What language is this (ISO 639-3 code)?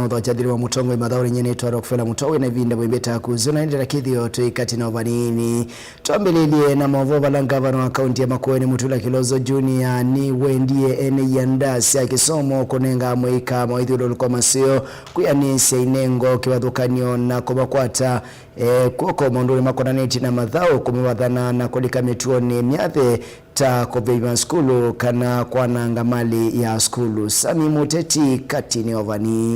kam